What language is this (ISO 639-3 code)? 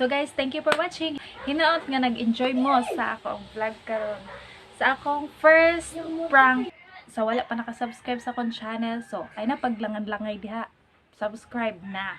ceb